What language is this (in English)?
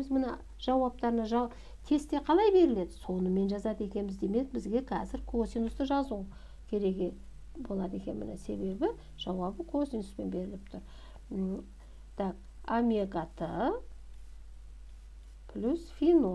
Kazakh